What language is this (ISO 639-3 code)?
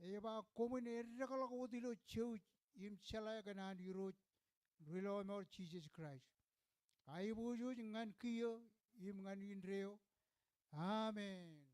mah